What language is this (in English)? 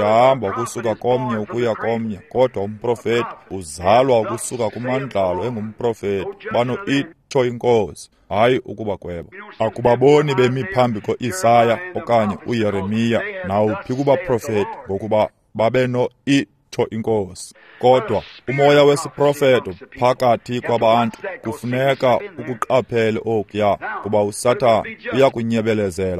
Xhosa